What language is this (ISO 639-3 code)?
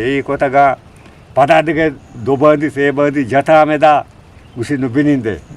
bgp